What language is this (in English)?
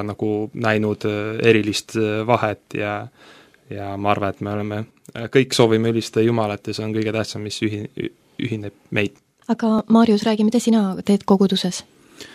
Estonian